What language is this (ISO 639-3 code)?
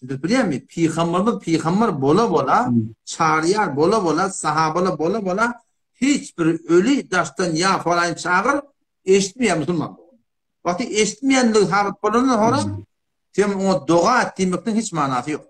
tuk